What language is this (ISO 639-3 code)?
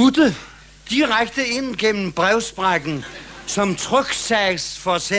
dan